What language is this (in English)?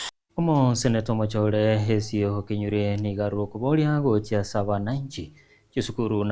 Gusii